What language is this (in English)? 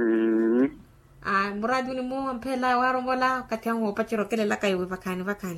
Makhuwa